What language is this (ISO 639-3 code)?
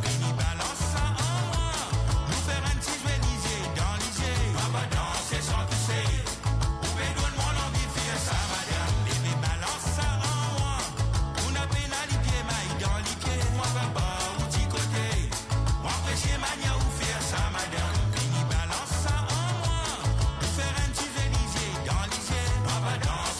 mfe